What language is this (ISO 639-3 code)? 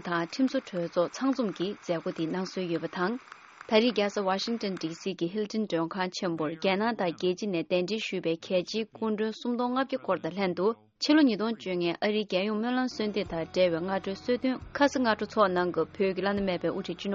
bod